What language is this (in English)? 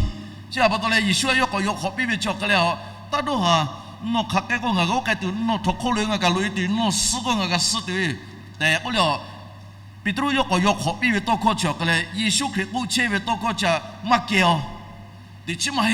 Lahu